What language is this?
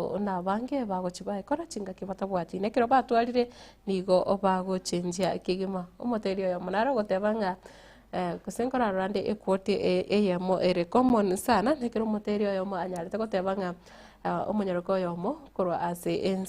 Gusii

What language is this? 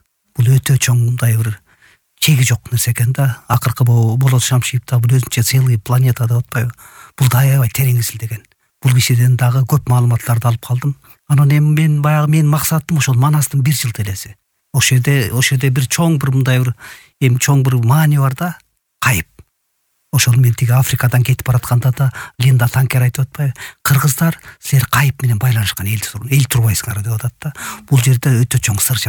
Kyrgyz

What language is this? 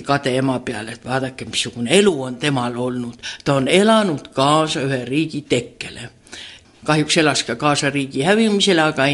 Estonian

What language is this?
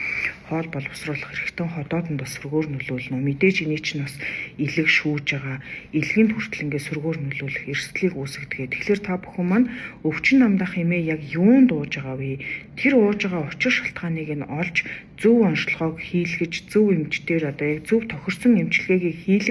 Mongolian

